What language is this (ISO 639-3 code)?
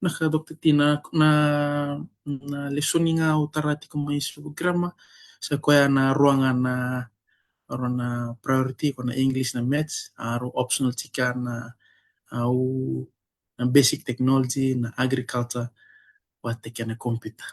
fij